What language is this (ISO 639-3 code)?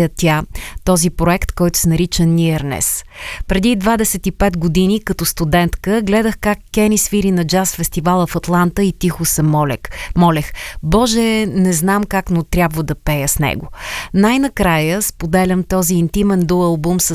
bul